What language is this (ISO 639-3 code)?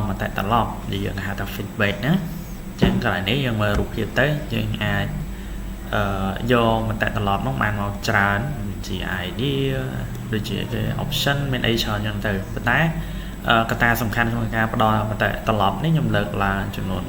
khm